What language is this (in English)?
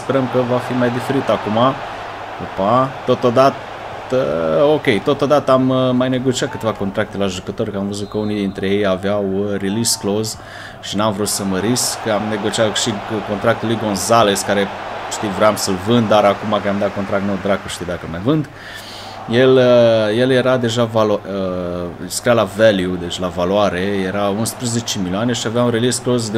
Romanian